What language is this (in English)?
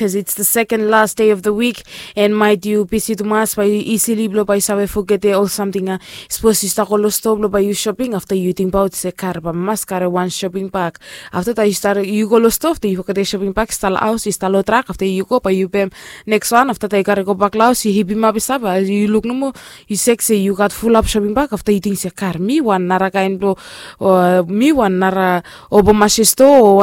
Bislama